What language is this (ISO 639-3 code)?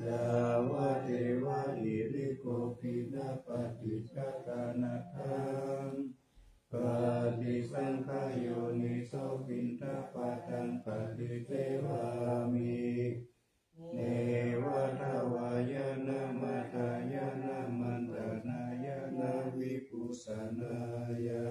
pli